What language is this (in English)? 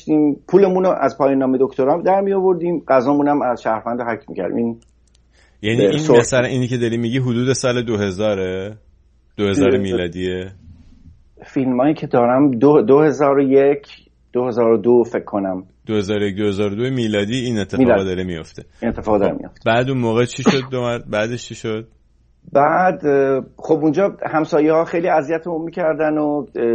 Persian